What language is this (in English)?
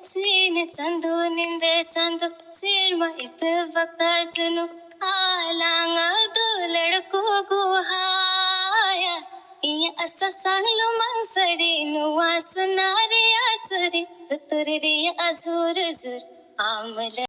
Santali